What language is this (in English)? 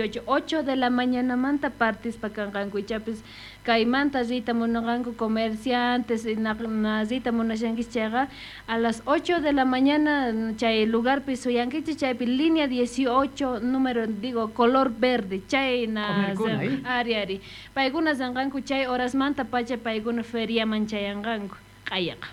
South Bolivian Quechua